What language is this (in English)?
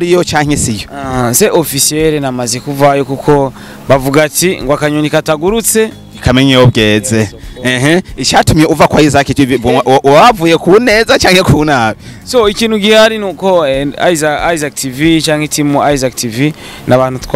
Rundi